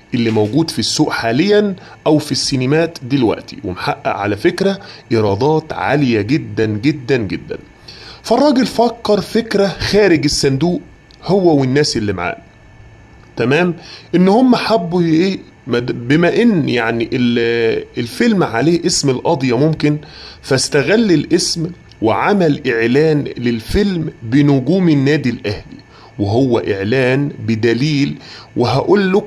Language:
Egyptian Arabic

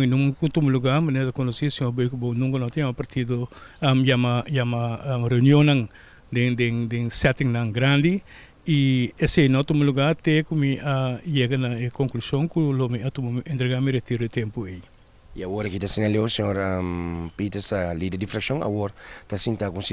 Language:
Papiamento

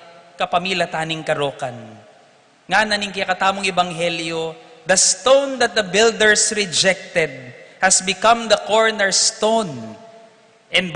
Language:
Pampanga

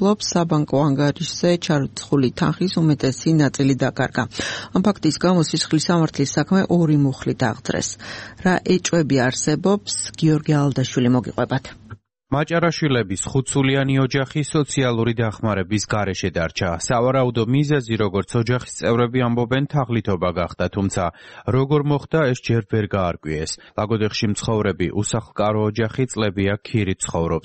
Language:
Georgian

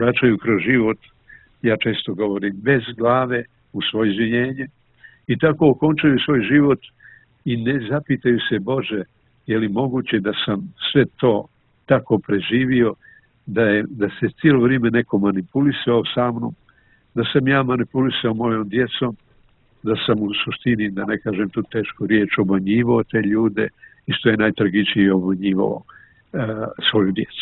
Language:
Bosnian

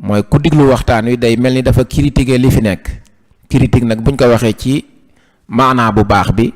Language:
Wolof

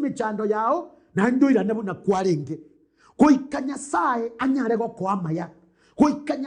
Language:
Gusii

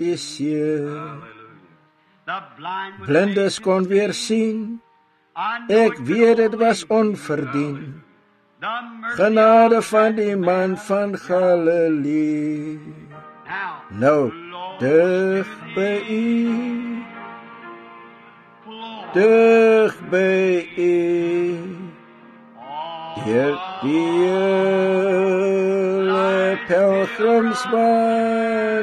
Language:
Afrikaans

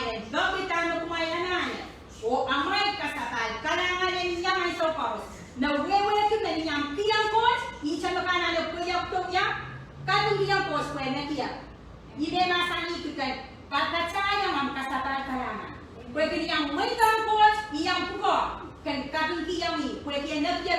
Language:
Pohnpeian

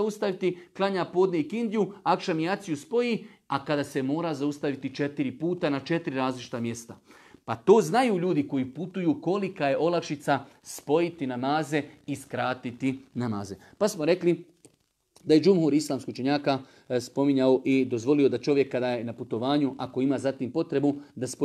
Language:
Bosnian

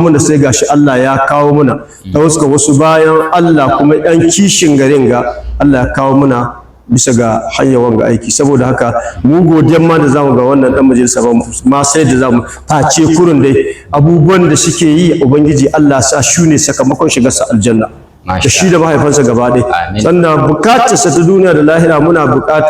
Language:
Hausa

